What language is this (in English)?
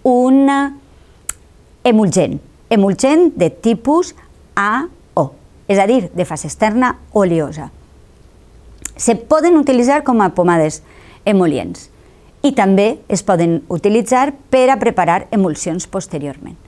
Catalan